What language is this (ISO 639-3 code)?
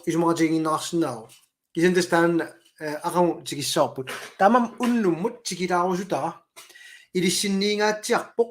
kal